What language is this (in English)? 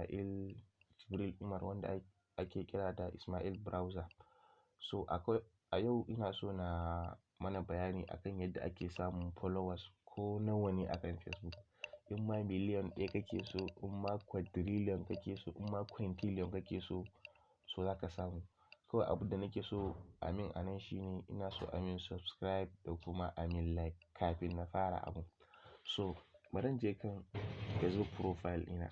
Hausa